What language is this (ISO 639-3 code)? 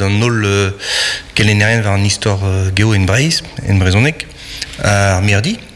bre